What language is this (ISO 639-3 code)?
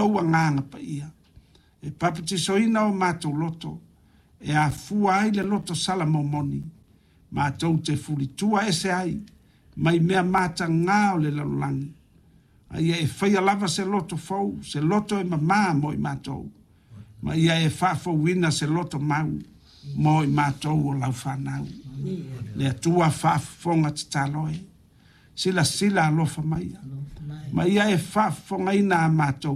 smo